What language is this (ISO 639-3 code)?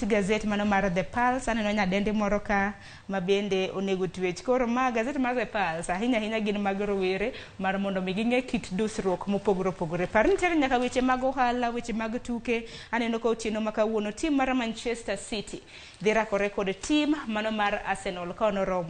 luo